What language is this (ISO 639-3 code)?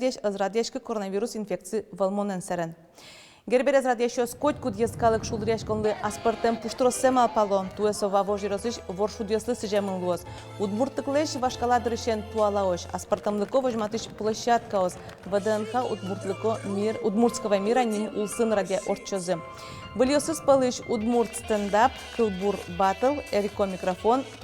udm